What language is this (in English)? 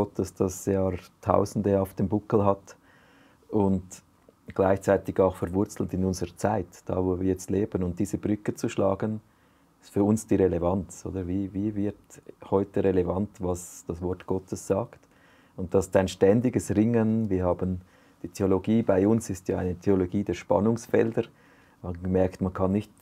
Swiss German